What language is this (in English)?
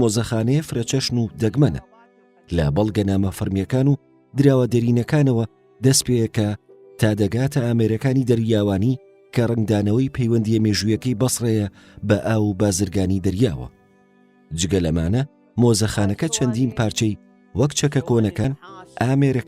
Central Kurdish